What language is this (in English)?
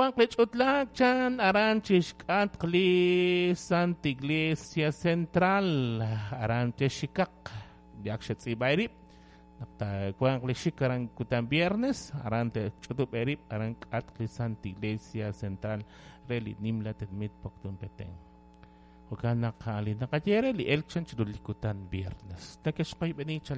Kekchí